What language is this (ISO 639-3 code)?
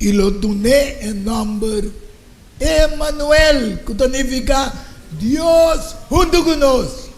pap